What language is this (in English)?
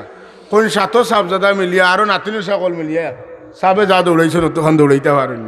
Sylheti